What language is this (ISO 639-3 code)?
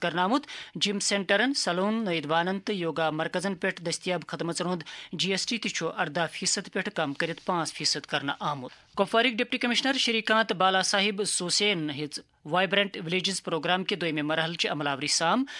kas